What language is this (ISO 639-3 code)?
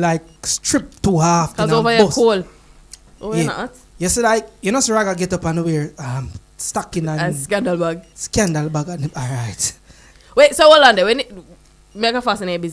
jam